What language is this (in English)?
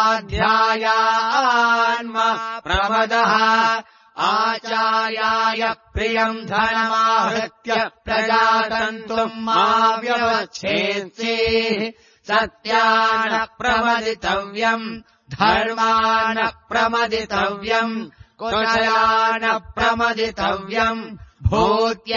Sanskrit